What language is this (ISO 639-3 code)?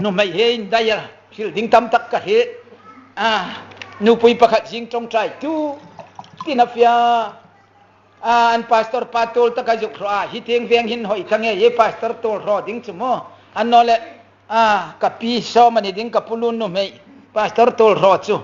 hmr